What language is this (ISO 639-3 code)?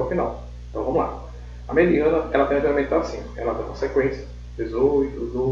por